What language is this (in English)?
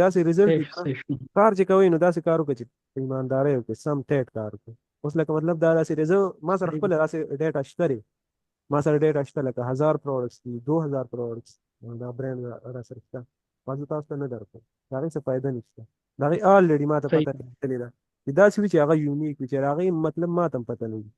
Pashto